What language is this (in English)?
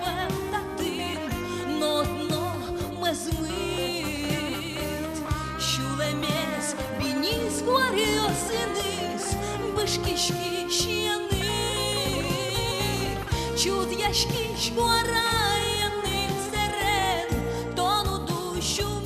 Udmurt